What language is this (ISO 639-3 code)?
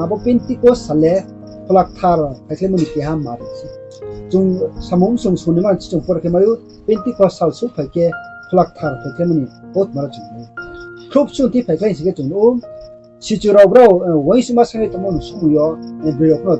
ria